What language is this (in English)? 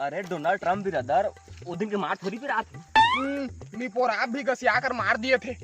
Chhattisgarhi